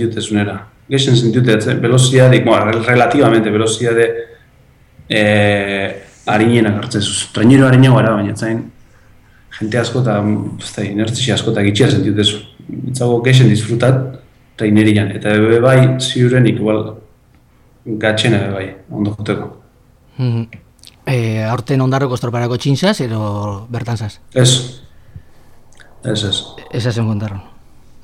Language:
Basque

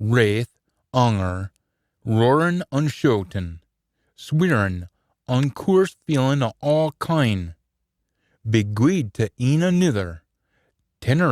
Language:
Scots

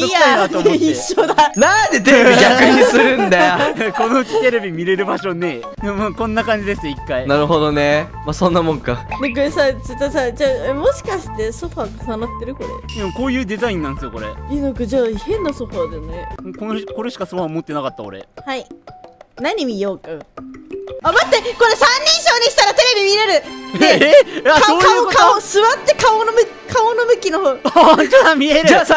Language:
Japanese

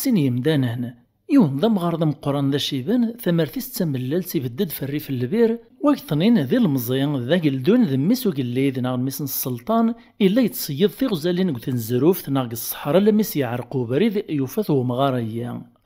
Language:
Kabyle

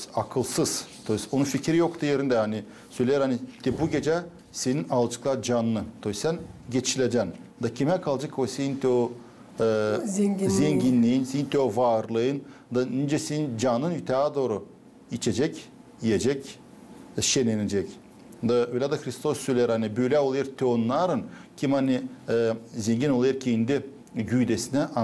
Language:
Gagauz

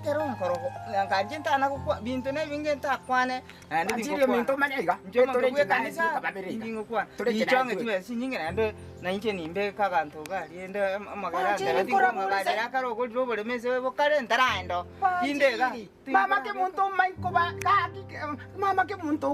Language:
Gusii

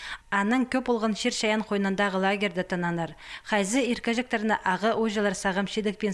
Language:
Khakas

